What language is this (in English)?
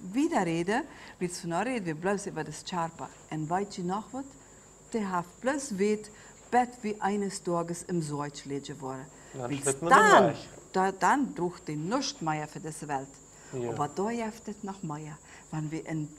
Plautdietsch